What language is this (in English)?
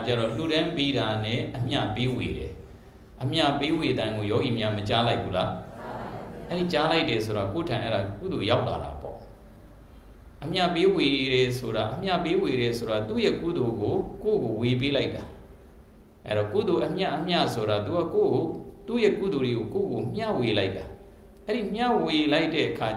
Burmese